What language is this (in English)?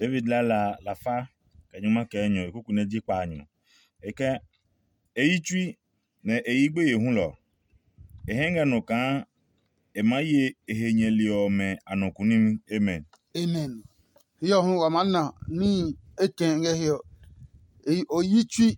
Adangme